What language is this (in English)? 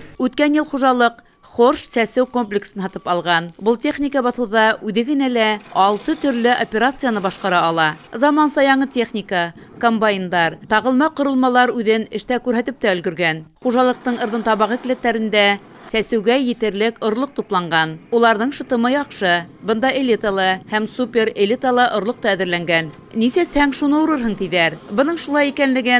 Bashkir